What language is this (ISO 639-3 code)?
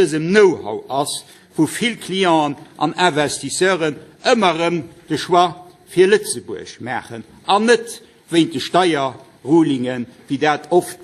ltz